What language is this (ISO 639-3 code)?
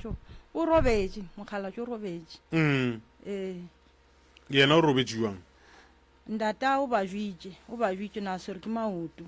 nso